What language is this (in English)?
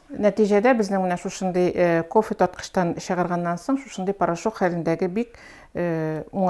Tatar